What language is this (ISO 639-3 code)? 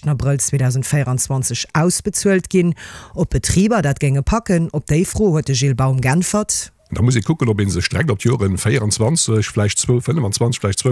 ltz